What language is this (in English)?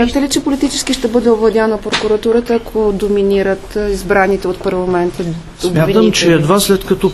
Bulgarian